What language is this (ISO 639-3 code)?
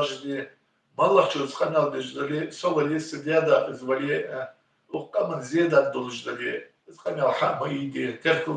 inh